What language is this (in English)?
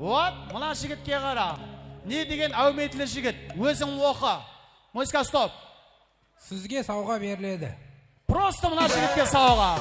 Kara-Kalpak